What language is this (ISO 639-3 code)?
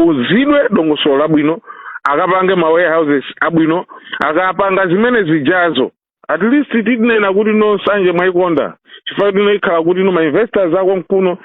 nya